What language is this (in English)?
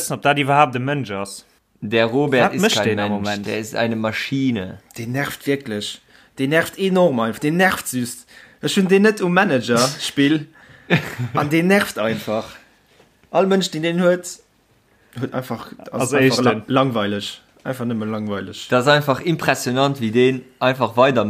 Luxembourgish